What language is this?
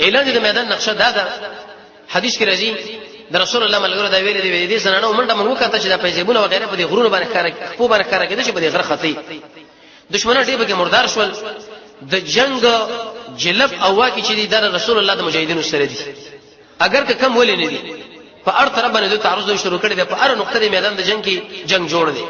Pashto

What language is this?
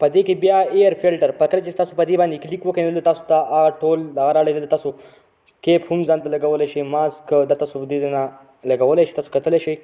Pashto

